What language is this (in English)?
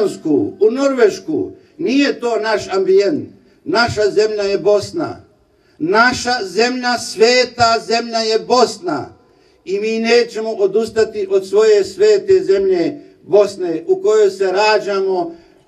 Bosnian